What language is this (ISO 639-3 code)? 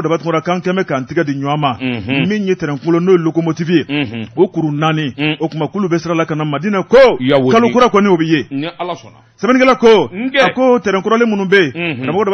bam